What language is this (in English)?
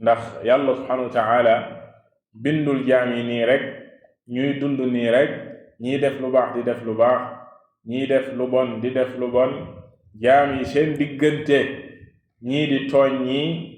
Wolof